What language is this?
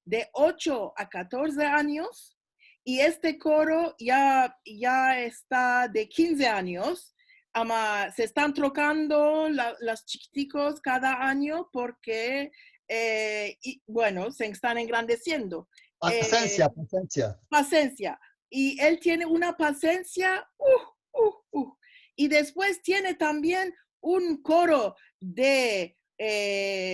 Ladino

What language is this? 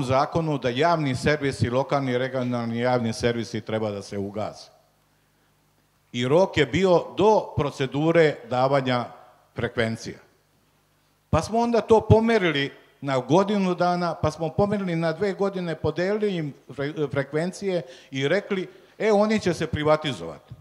Serbian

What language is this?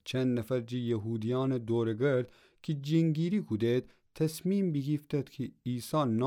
Gilaki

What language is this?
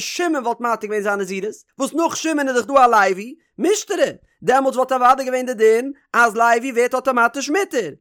Yiddish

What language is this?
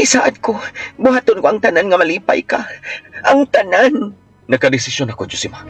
Cebuano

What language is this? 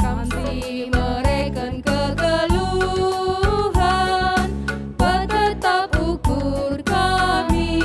Batak Karo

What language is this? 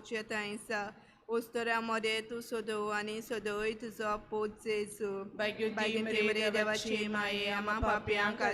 Konkani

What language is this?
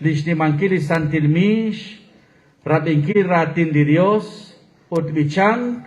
Kekchí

